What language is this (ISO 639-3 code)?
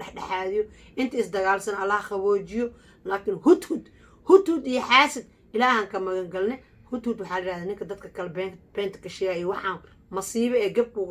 som